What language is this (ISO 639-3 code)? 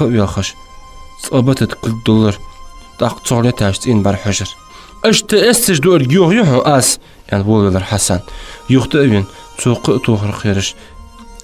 inh